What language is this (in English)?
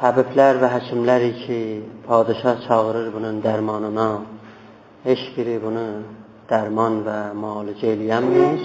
South Azerbaijani